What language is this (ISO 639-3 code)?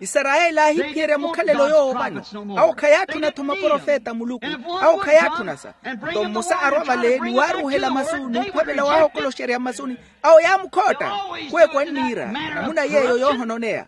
vmw